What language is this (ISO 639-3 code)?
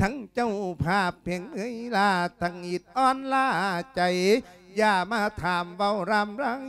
lao